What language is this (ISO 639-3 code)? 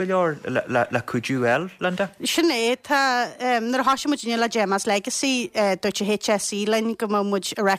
gle